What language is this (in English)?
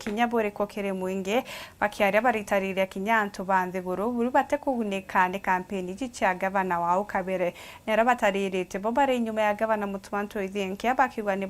Meru